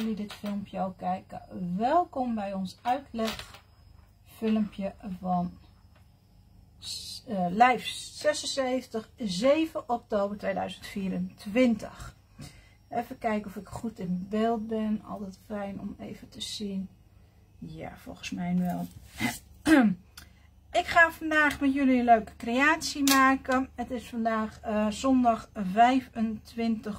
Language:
Dutch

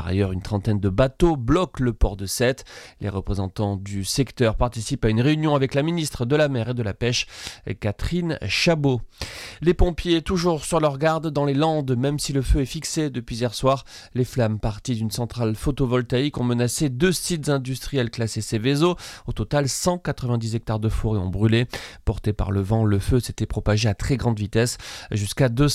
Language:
French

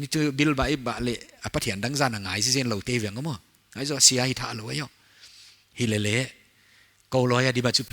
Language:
Paite Chin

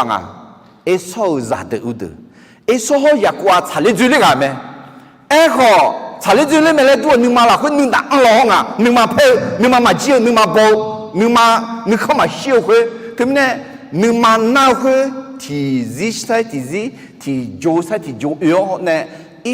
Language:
Akha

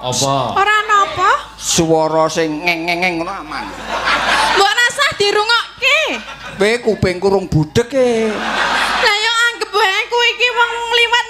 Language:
Javanese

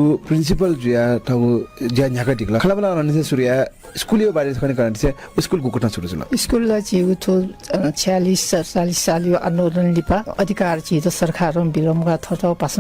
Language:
Newari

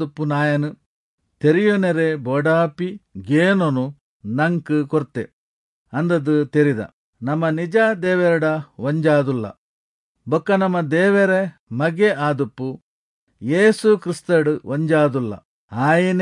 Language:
Tulu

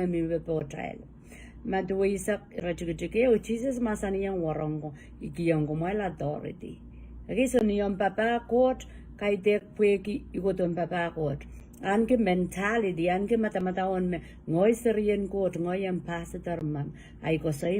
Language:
Pohnpeian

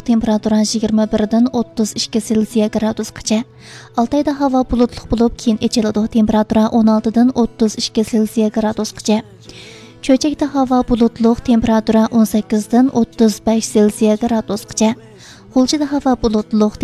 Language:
Uyghur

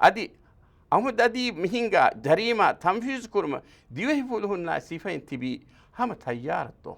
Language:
Divehi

